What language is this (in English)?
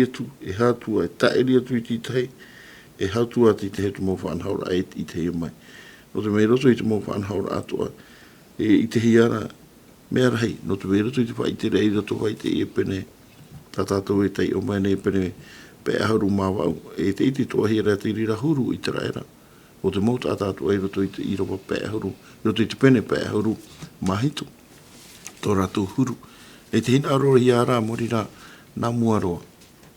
Tahitian